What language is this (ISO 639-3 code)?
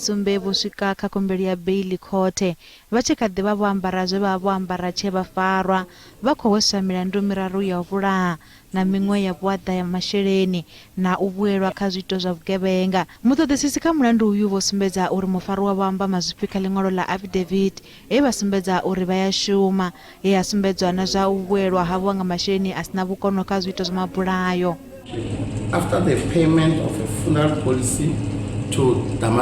ven